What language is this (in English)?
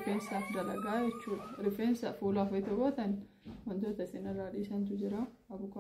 Oromo